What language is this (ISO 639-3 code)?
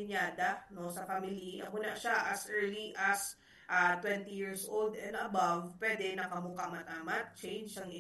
hil